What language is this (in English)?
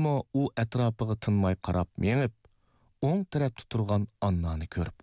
Uyghur